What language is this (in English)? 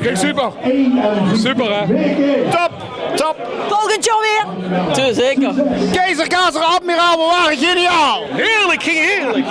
Limburgish